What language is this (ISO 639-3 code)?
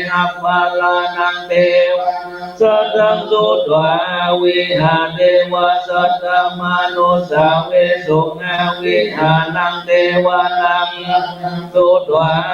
pli